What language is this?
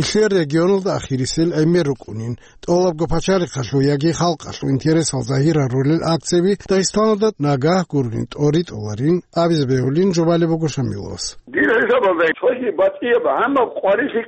Avaric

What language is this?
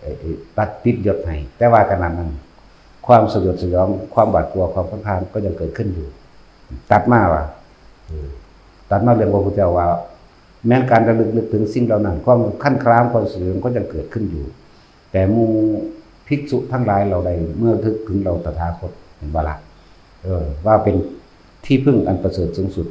Lao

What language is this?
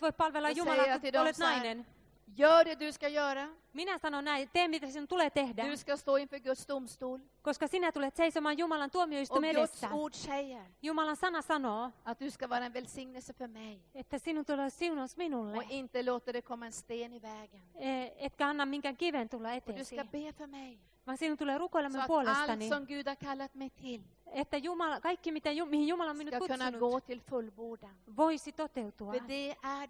Swedish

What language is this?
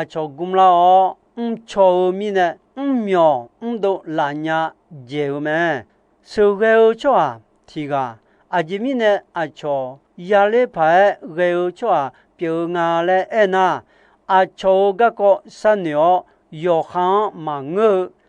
Akha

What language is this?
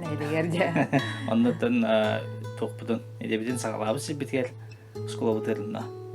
Yakut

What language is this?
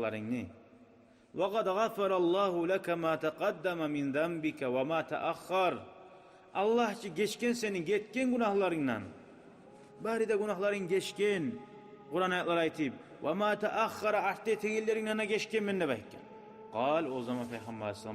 Kumyk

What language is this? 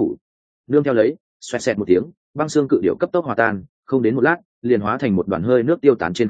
Vietnamese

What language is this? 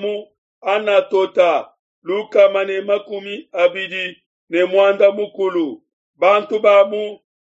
Luba-Lulua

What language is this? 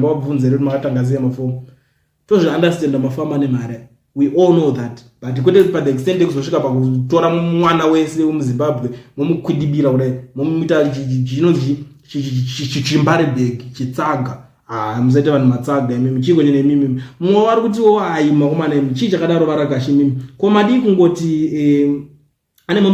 Shona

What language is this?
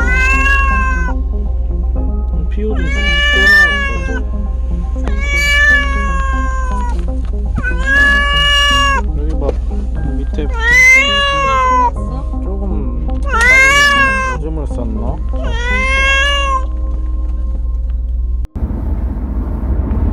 Korean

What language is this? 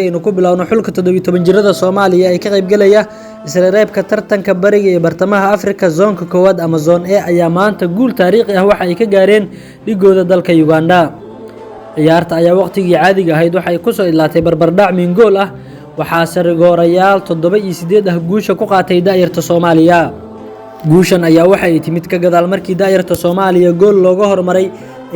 Somali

